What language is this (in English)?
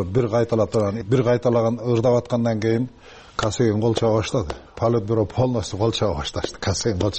Kyrgyz